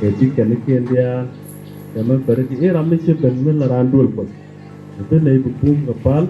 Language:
Nuer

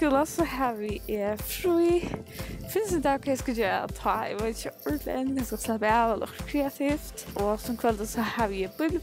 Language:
Faroese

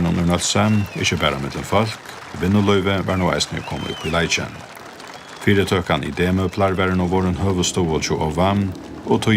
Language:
Faroese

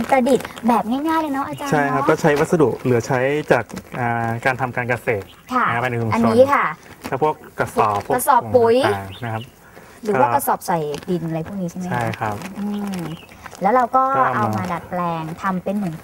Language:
Thai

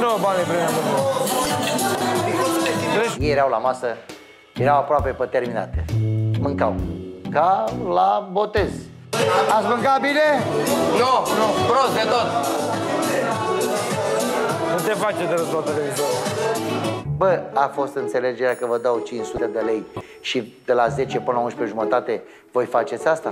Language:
Romanian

